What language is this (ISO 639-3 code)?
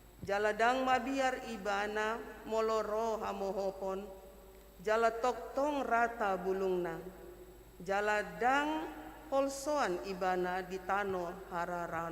bbc